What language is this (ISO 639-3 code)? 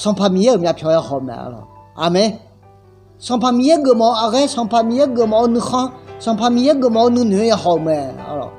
ahk